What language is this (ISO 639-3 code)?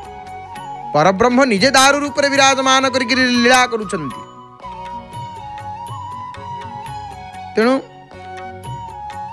ori